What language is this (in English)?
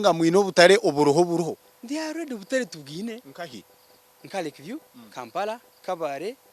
Nyankole